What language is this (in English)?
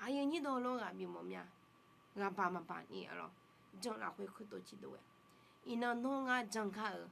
Akha